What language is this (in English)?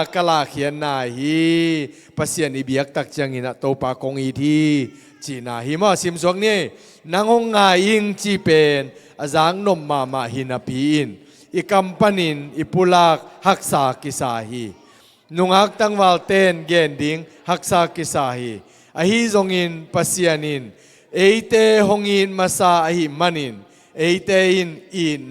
Tedim Chin